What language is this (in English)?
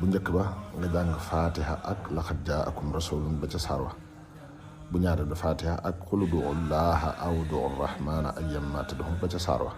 Wolof